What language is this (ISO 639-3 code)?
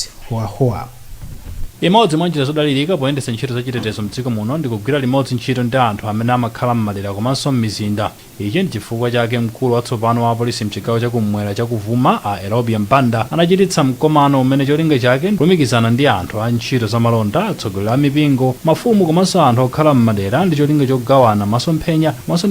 nya